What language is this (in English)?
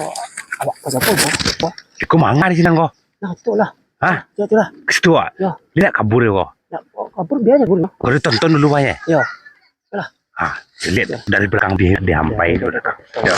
Minangkabau